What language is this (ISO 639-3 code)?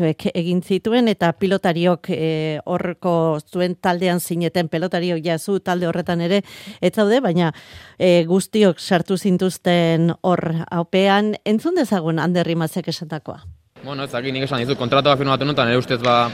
eus